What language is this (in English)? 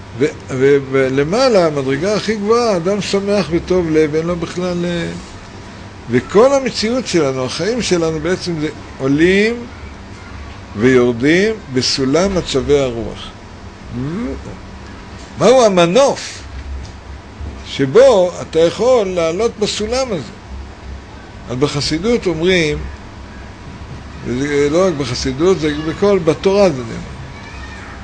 Hebrew